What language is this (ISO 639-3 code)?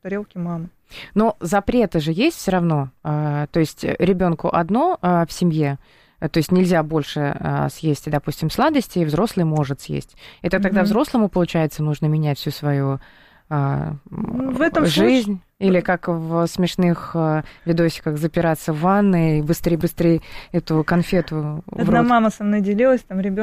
rus